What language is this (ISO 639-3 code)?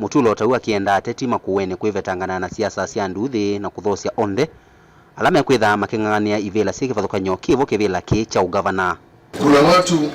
kam